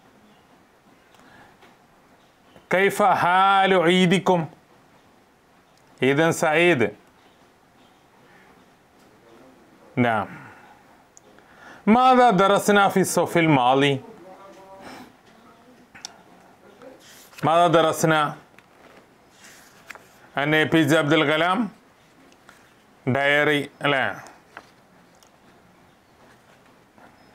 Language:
Malayalam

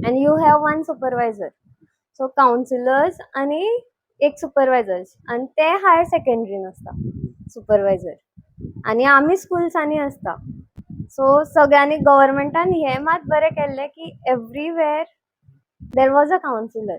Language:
Konkani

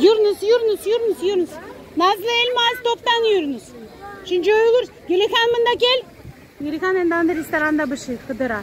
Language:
Crimean Tatar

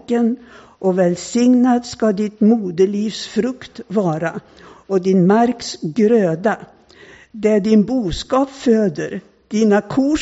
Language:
Swedish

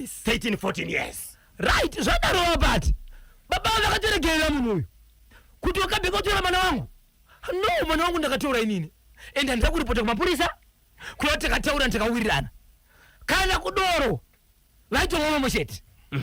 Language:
Shona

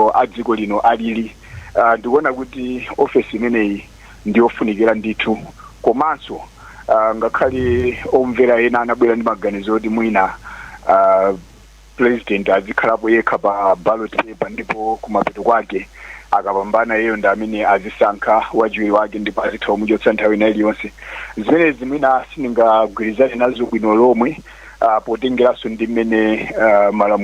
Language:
Nyanja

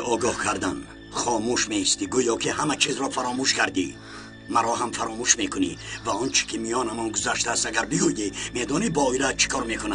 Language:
Tajik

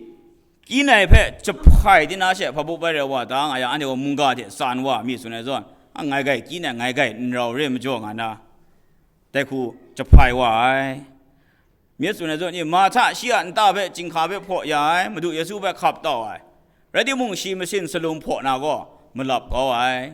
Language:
Kachin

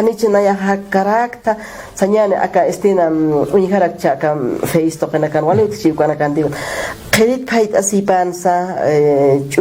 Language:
Aymara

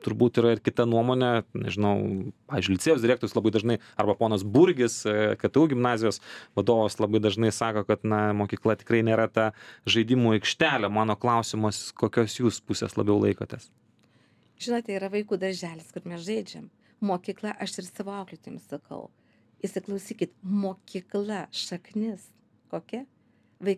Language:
Lithuanian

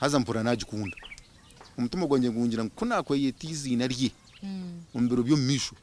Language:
Nyankole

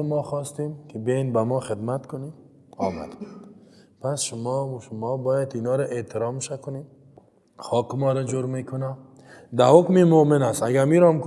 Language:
Persian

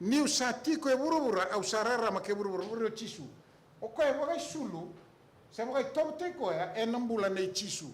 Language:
Fijian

